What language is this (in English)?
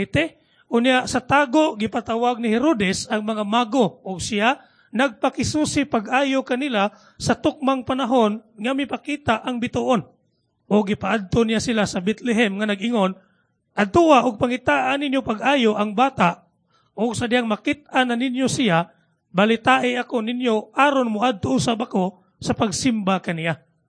Cebuano